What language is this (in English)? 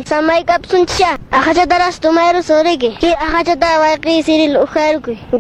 Quechua